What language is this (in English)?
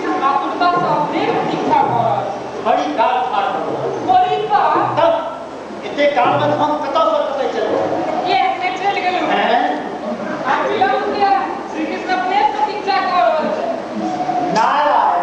Maithili